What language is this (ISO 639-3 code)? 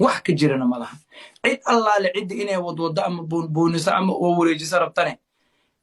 som